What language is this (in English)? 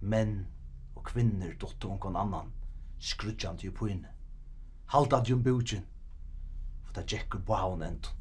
Faroese